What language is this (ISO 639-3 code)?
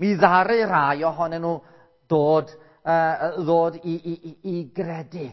cym